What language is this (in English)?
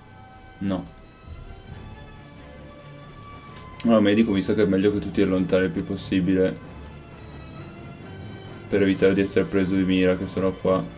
Italian